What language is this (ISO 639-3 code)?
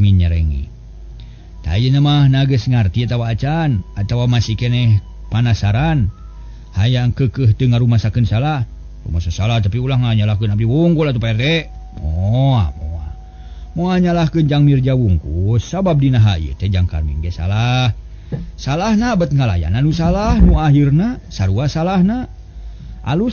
sun